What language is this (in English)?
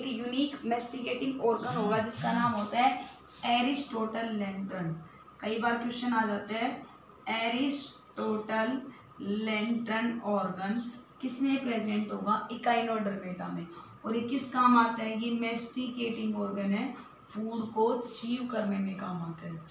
Hindi